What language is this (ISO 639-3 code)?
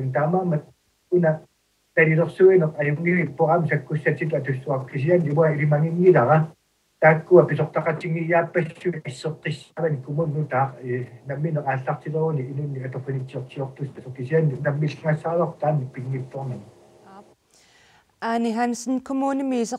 kal